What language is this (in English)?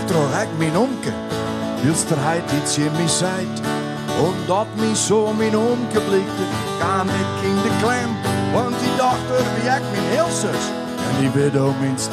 Western Frisian